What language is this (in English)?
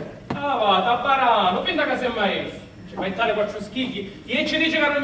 Sicilian